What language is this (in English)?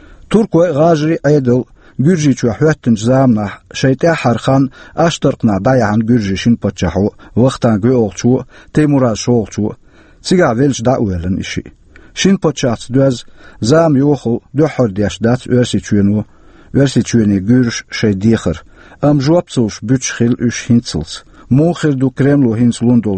Chechen